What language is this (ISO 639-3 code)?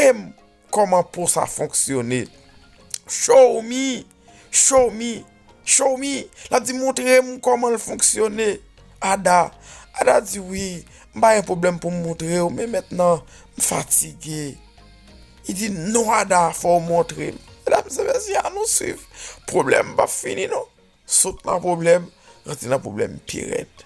hat